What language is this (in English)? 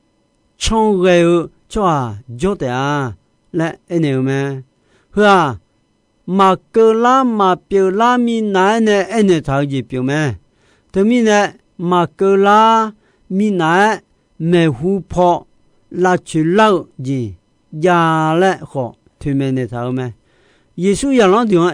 Akha